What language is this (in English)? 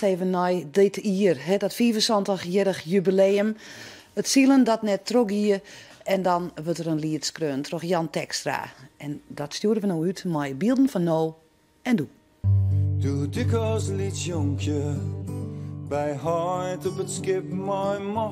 Western Frisian